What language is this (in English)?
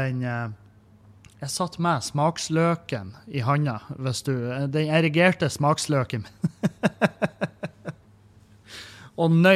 Norwegian